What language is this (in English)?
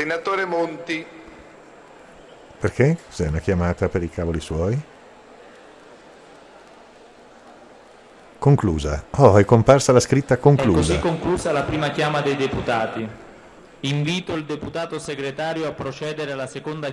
Italian